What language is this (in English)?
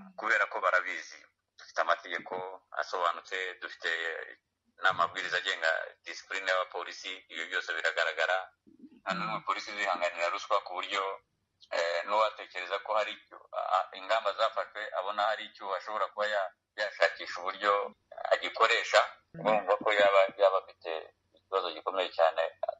Kinyarwanda